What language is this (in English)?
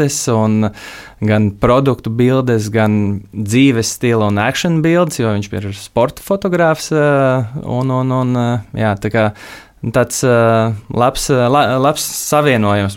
Latvian